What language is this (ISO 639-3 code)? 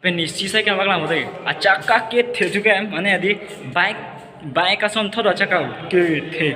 mjw